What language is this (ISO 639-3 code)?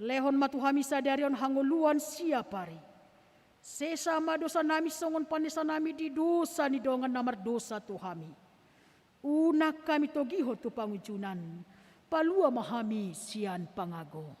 bbc